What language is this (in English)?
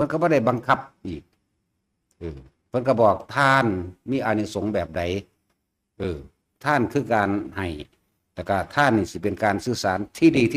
Northeastern Thai